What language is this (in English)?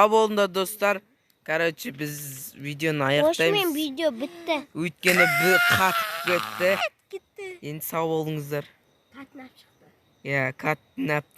Kazakh